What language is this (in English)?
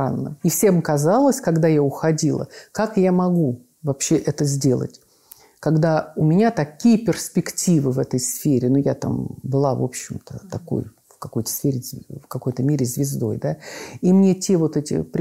Russian